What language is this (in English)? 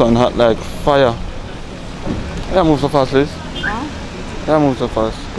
Jamaican Creole English